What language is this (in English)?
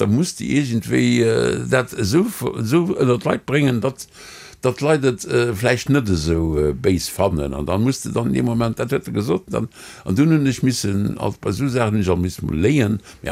Luxembourgish